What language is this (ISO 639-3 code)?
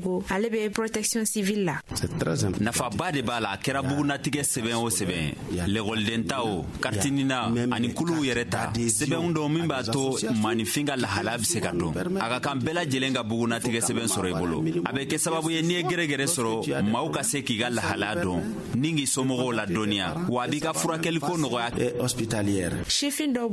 bam